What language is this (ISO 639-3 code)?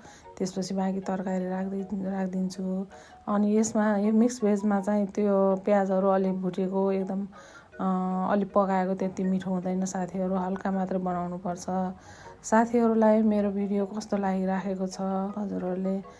nep